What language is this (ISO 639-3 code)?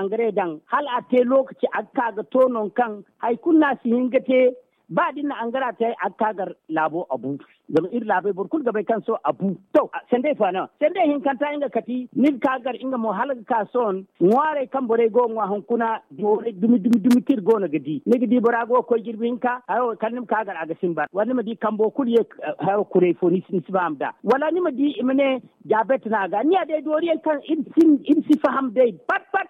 dje